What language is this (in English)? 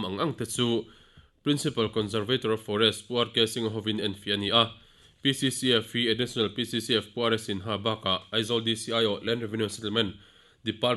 Mizo